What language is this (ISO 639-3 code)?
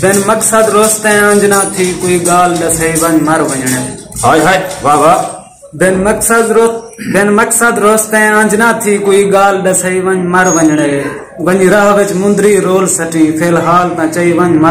skr